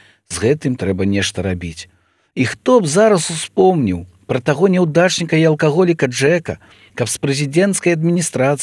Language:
Belarusian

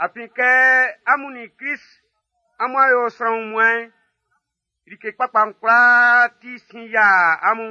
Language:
Baoulé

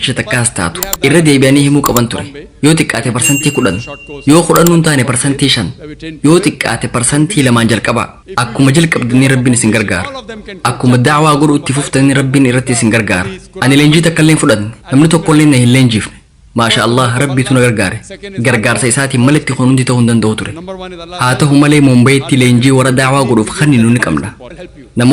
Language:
Oromo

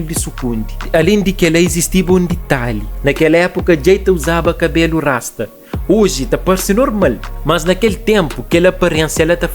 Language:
Kabuverdianu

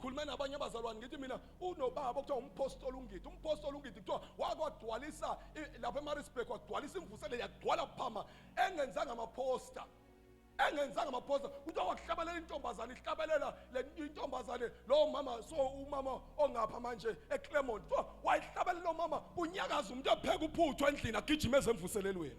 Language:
Zulu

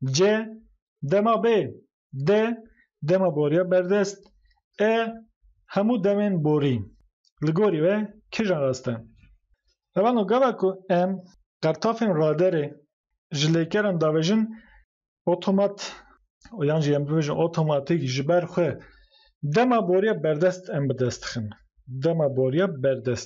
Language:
Kurdish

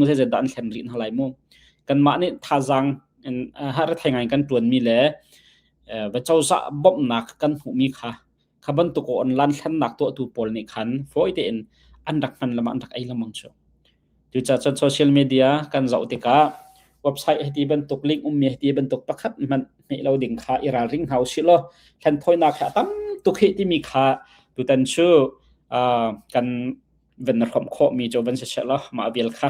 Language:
Hakha Chin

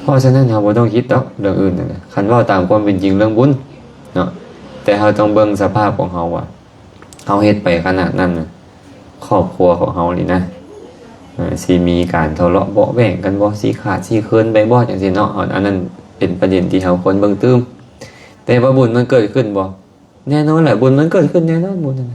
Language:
Lao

